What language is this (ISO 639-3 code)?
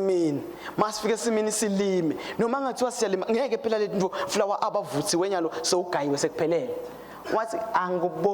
ssw